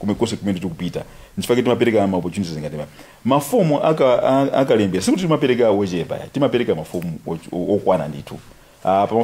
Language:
Nyanja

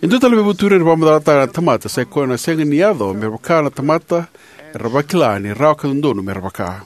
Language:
Fijian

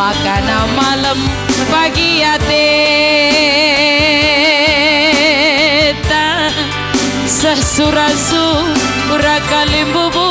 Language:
Batak Karo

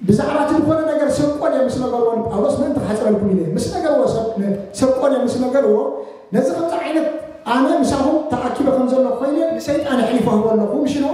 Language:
Tigrinya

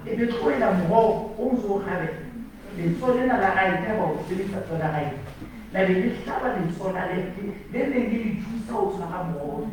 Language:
Southern Sotho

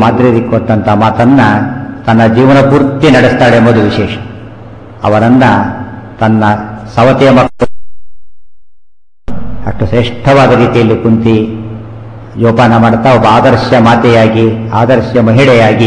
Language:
Kannada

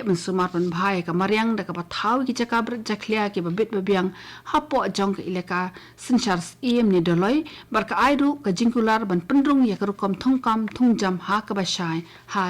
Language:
Khasi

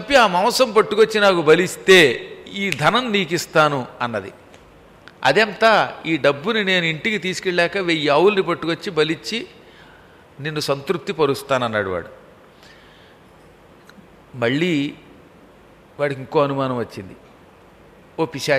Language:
Telugu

